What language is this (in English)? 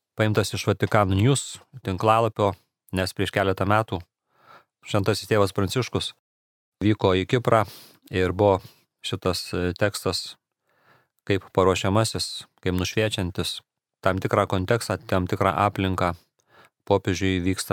Lithuanian